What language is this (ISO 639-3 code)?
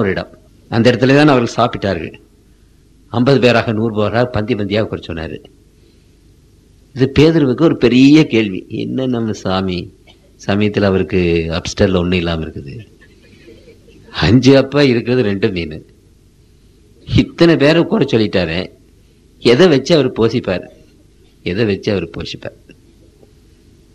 tam